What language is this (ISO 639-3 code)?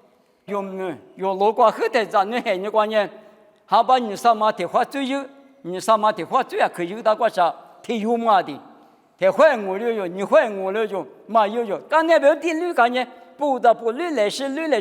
lis